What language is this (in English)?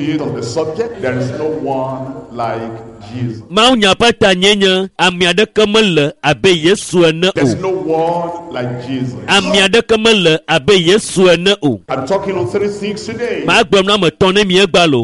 Ewe